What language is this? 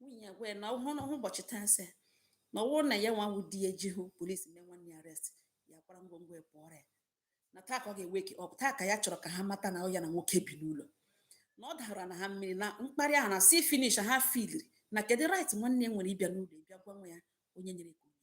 Igbo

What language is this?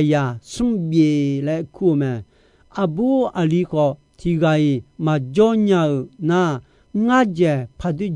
Akha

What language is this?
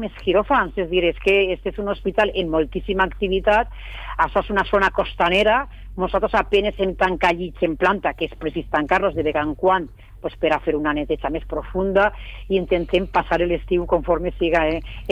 Catalan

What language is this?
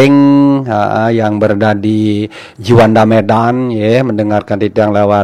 Balinese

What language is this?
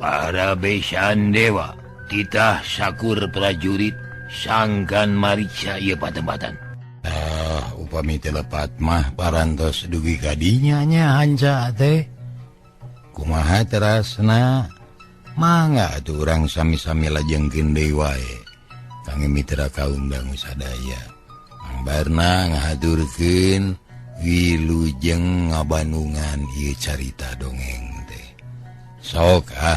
Sundanese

